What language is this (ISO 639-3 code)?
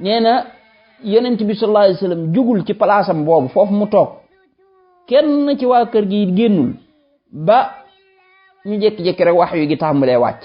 wol